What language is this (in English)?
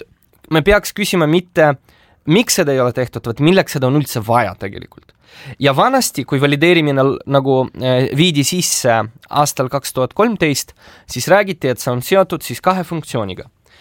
Estonian